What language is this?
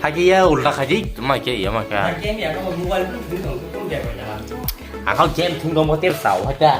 Kok Borok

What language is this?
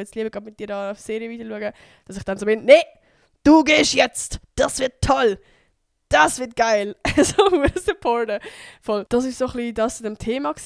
Swiss German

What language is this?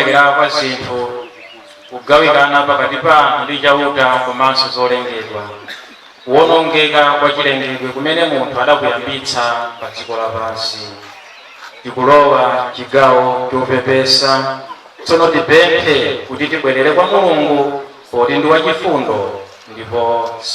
Nyanja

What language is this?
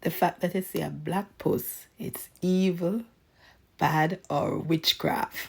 Jamaican Creole English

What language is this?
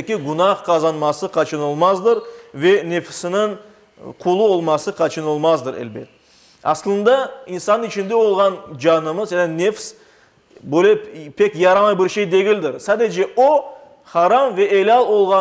Crimean Tatar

